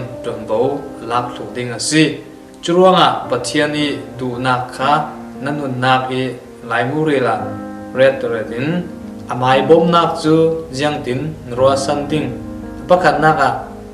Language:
Falam Chin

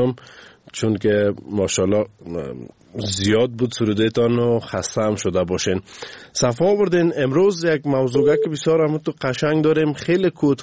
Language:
Persian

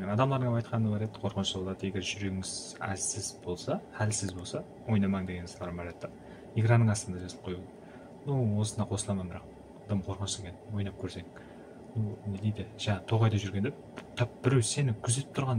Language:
Kara-Kalpak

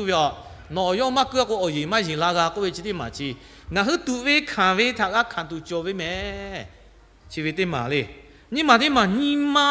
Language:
Lahu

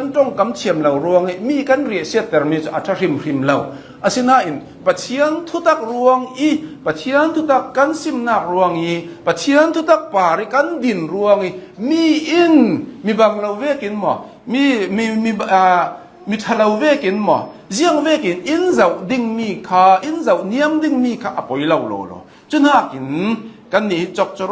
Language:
Hakha Chin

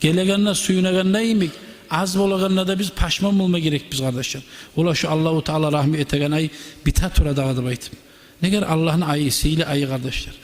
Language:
Kumyk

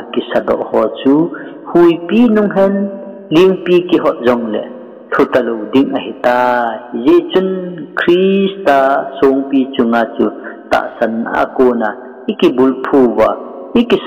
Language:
Thado Chin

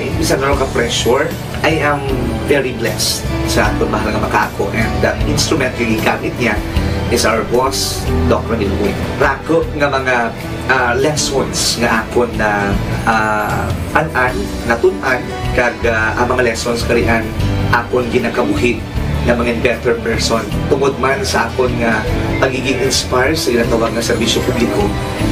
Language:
Hiligaynon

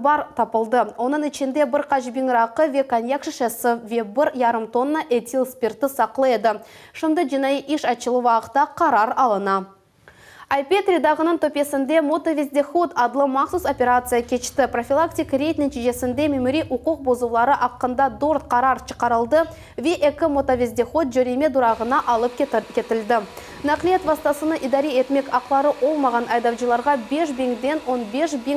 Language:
Crimean Tatar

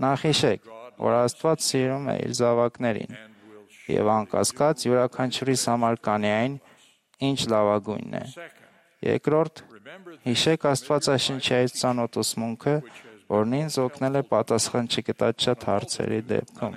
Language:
Armenian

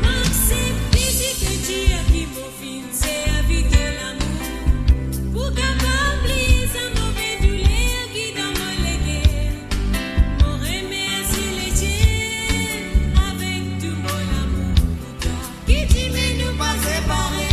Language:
Morisyen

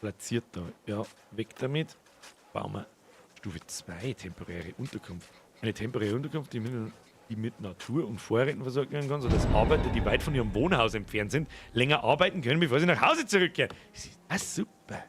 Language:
Bavarian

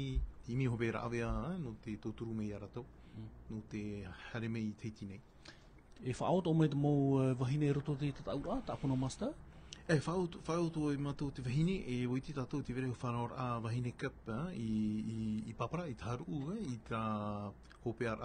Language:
Tahitian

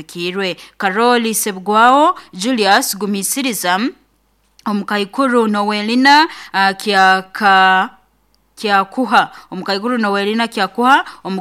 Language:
Nyoro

